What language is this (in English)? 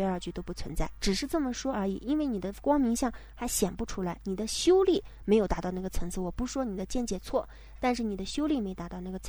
Chinese